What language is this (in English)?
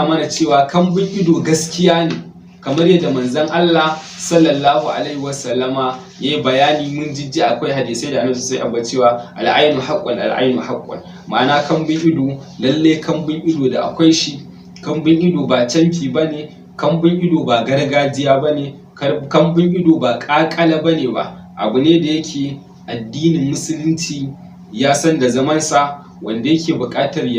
Hausa